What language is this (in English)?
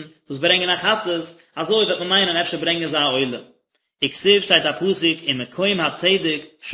Yiddish